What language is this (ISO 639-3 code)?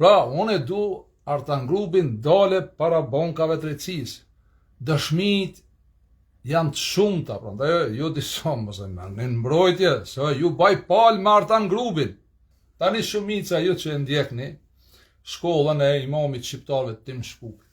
sqi